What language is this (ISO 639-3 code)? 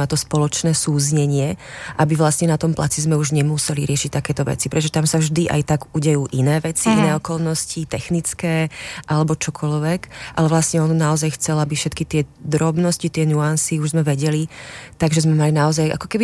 slk